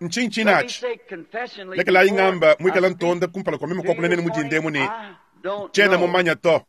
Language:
Luba-Lulua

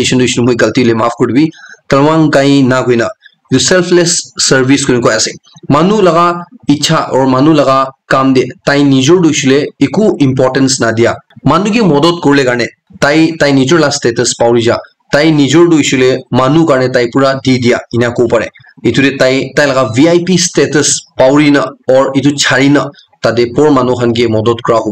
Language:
Naga Pidgin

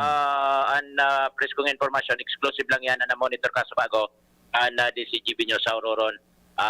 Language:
Bikol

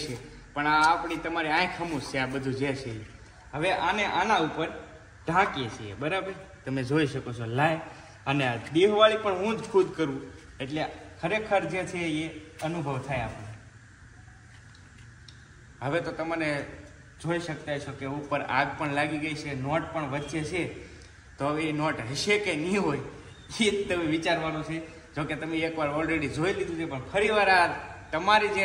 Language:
Gujarati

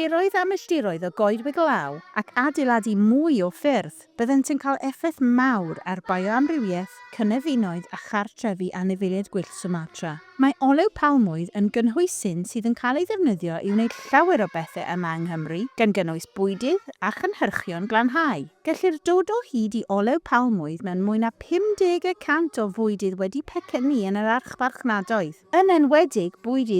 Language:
Welsh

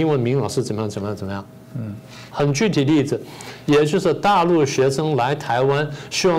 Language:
Chinese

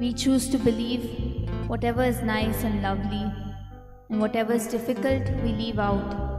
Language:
Konkani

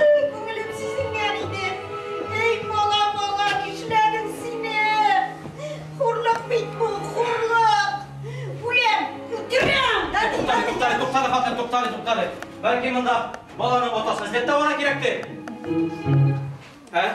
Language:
Tatar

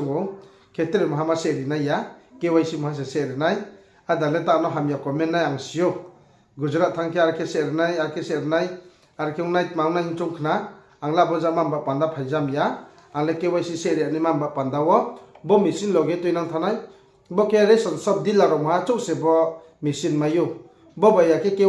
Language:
Riang (India)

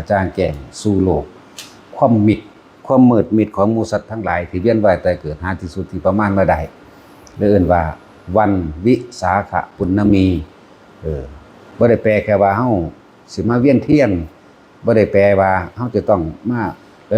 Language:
Northeastern Thai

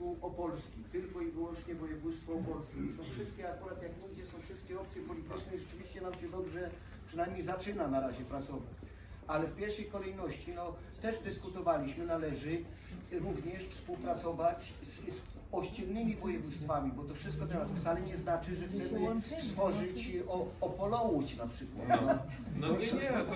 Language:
Silesian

